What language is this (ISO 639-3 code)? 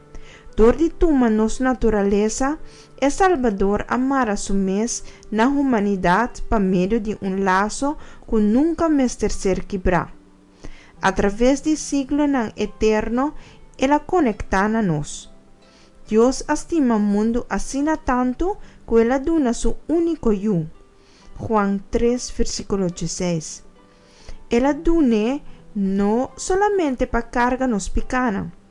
pap